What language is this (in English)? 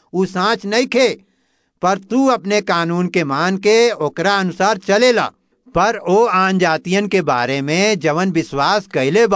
Bhojpuri